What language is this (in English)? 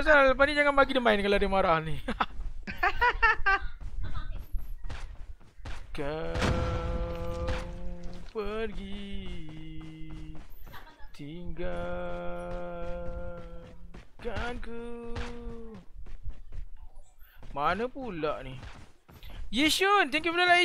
Malay